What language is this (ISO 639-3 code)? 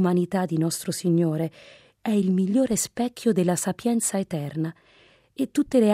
ita